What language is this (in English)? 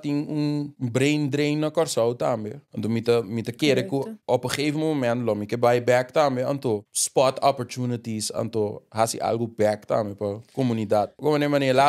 Papiamento